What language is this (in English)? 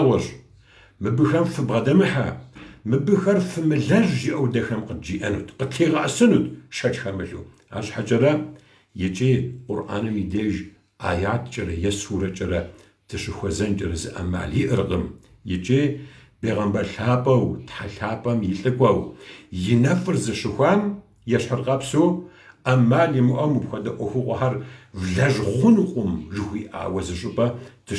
Kabardian